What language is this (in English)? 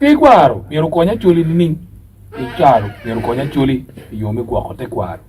Acoli